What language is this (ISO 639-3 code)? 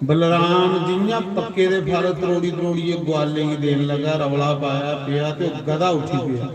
doi